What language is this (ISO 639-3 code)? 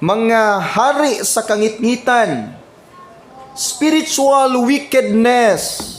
ceb